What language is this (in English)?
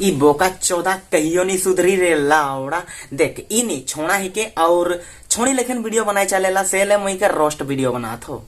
Sadri